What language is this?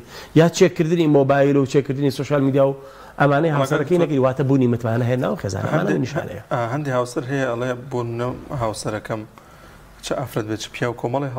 Central Kurdish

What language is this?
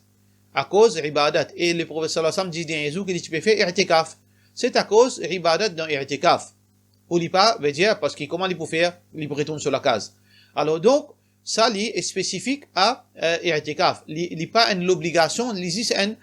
Morisyen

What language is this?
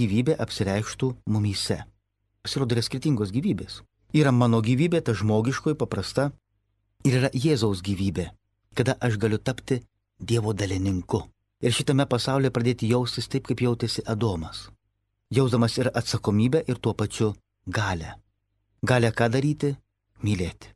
Lithuanian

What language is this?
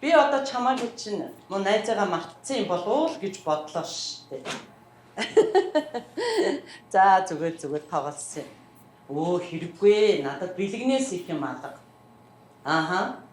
Mongolian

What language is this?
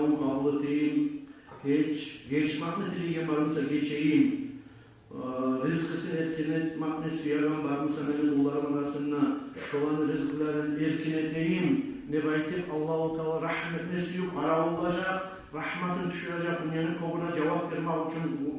Kumyk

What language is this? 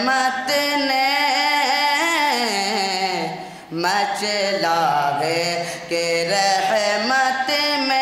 Urdu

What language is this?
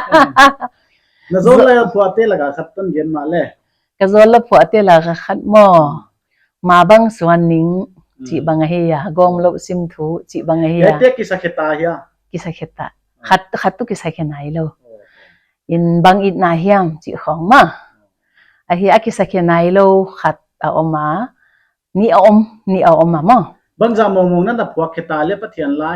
Paite Chin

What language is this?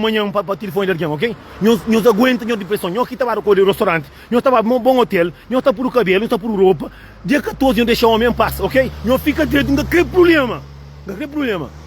Kabuverdianu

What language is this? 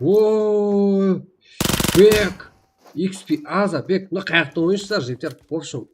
Kara-Kalpak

